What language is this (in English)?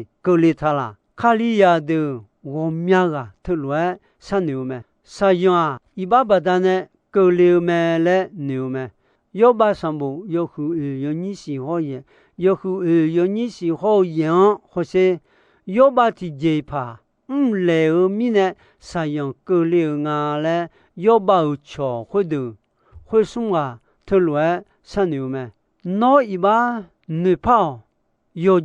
Akha